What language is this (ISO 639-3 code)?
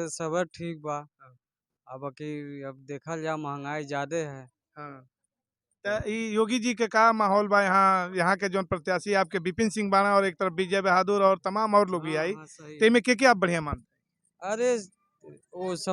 bho